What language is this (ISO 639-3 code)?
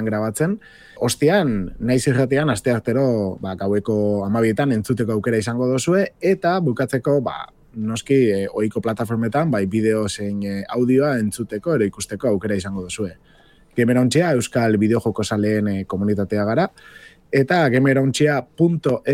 eus